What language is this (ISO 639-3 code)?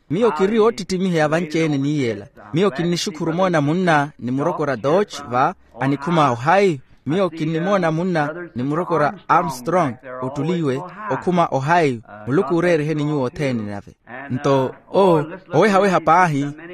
vmw